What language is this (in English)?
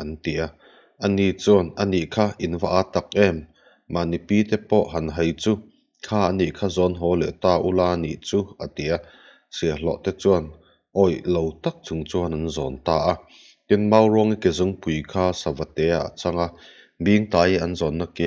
Mizo